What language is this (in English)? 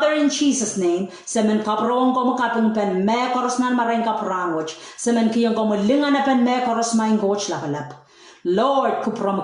Pohnpeian